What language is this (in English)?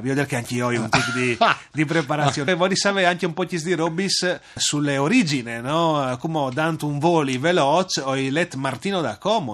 Friulian